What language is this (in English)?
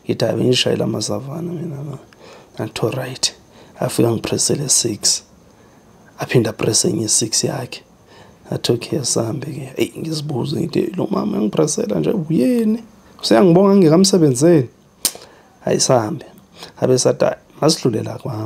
Zulu